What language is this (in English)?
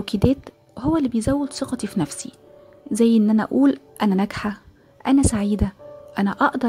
Egyptian Arabic